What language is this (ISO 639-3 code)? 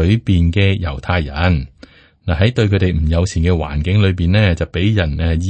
yue